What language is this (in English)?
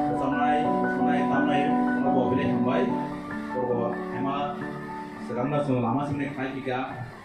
Kok Borok